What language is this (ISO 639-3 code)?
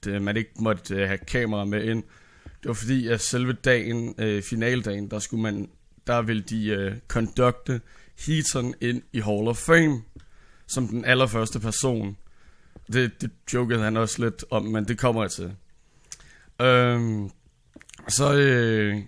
dan